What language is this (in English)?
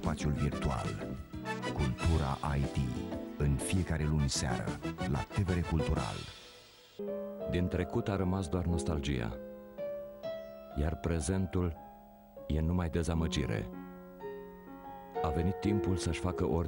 Romanian